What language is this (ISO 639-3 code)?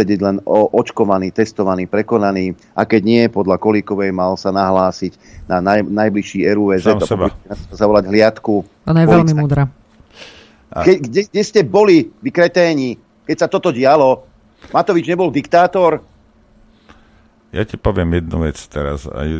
slk